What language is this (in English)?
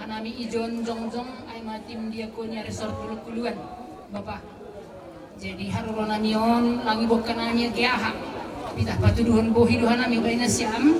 Batak Simalungun